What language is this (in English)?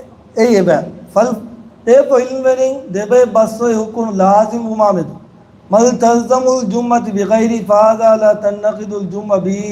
Divehi